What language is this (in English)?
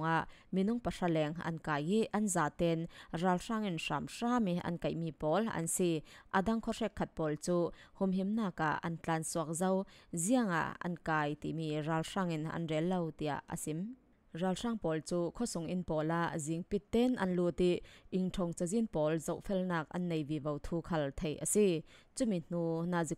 Falam Chin